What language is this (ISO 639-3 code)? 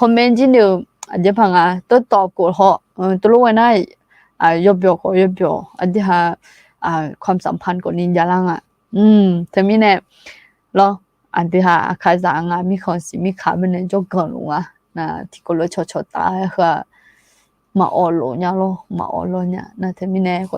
ahk